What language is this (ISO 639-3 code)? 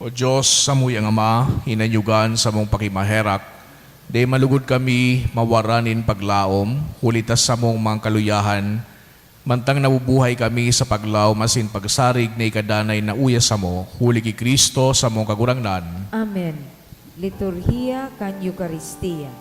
bik